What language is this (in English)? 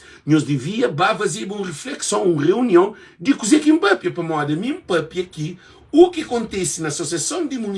Kabuverdianu